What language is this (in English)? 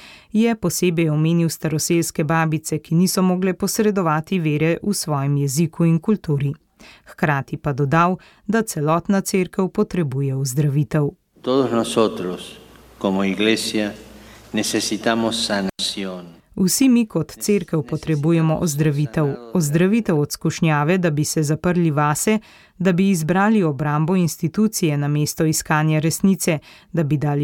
Slovenian